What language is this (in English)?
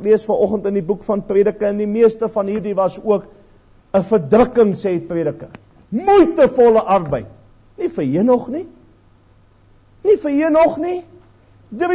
Afrikaans